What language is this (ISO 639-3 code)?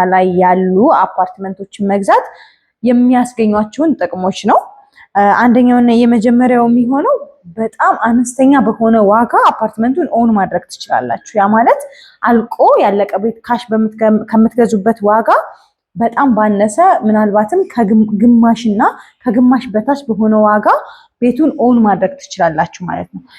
amh